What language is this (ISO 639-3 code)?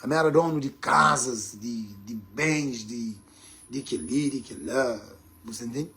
kea